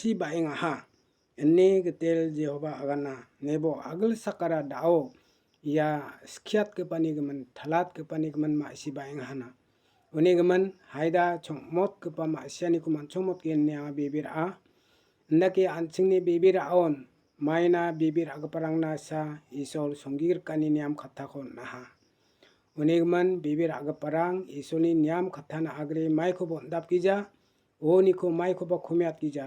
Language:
Garo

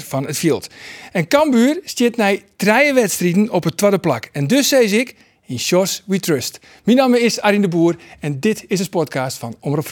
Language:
Western Frisian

